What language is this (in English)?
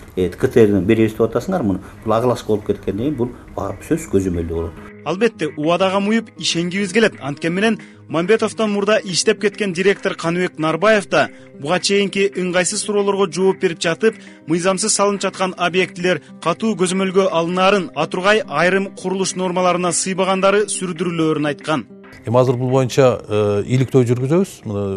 Kyrgyz